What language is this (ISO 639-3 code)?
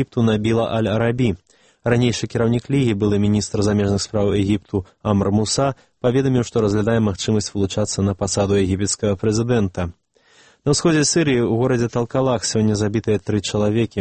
bel